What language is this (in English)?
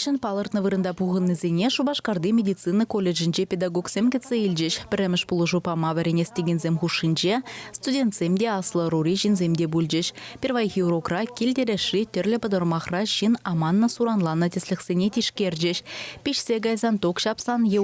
Chuvash